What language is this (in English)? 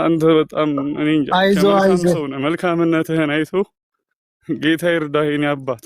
Amharic